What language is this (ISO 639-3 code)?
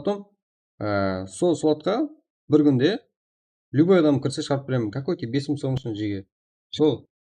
kaa